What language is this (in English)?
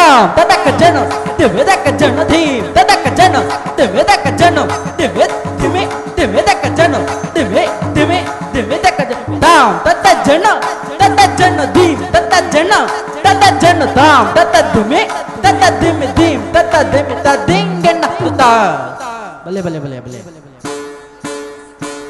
Kannada